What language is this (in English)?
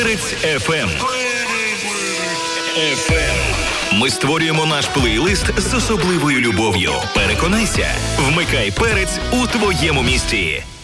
Ukrainian